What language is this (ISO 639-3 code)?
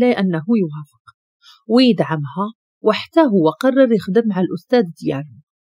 ary